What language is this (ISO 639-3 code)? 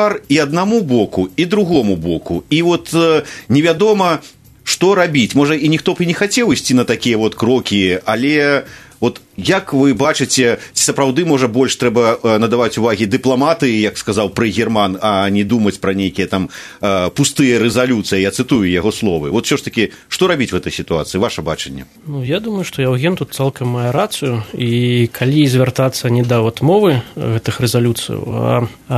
bel